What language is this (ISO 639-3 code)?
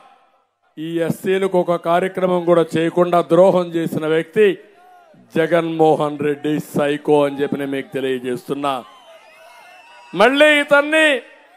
tel